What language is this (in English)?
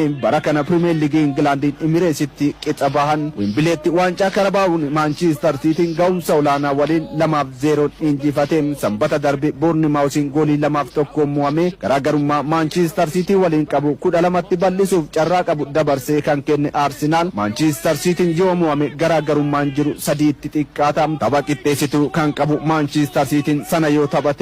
Oromo